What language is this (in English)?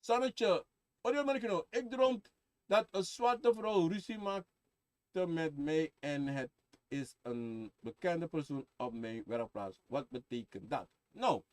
Sranan Tongo